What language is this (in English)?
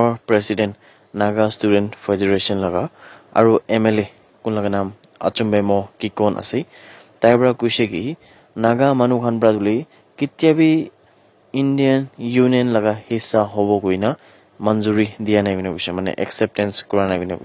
Naga Pidgin